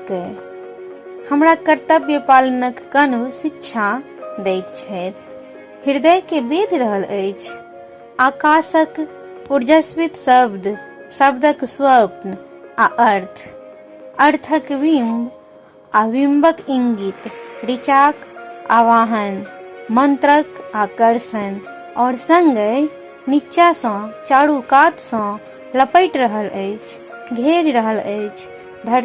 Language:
Maithili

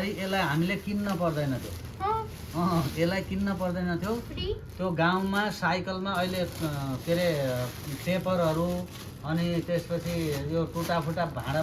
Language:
Nepali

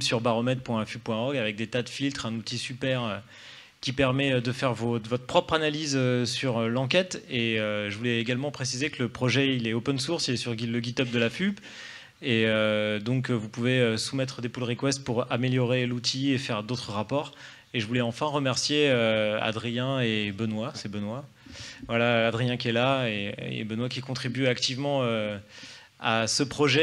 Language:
French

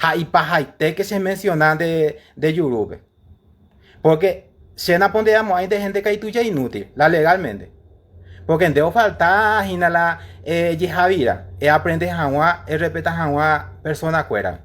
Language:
Guarani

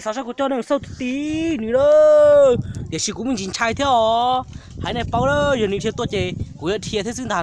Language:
Hmong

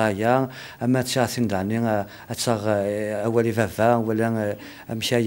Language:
Kabyle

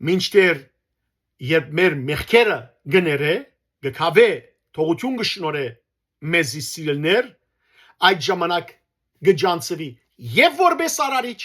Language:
Western Armenian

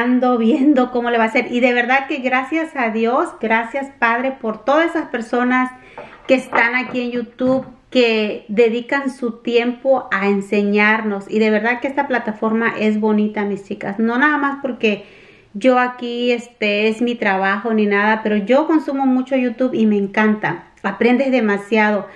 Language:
Spanish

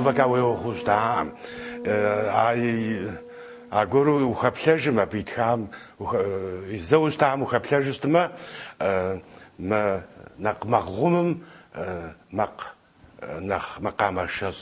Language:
Adyghe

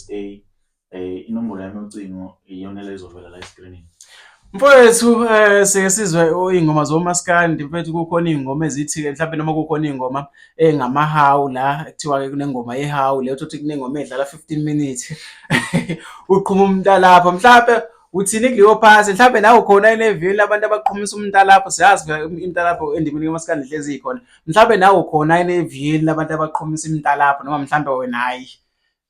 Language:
Zulu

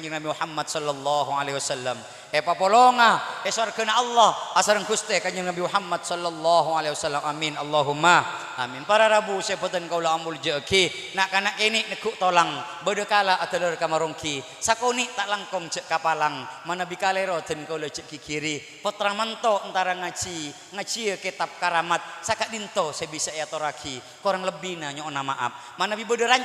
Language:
Madurese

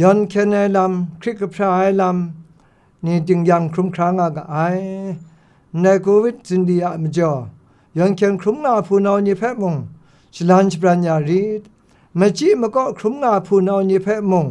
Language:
Kachin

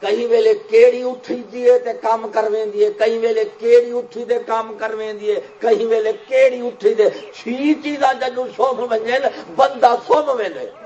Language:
Saraiki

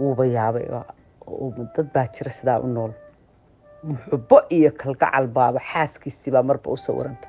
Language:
Somali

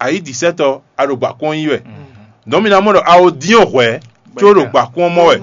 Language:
Fon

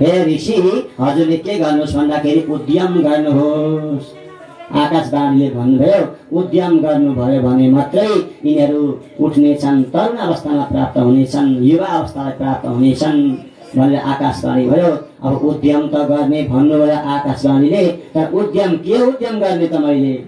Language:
Nepali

